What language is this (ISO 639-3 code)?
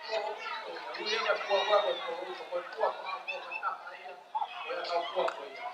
ton